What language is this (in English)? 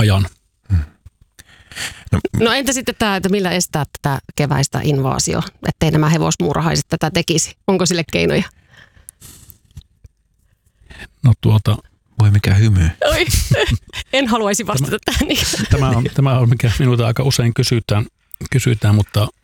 Finnish